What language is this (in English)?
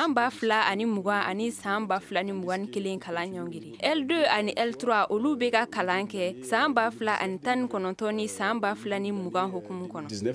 Bambara